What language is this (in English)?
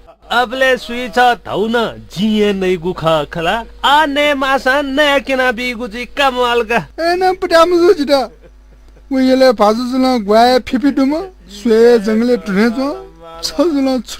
Newari